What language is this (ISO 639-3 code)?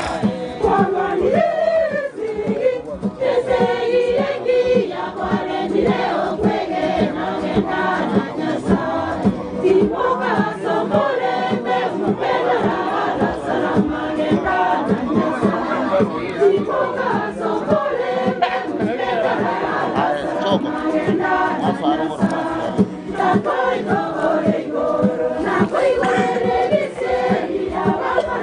guz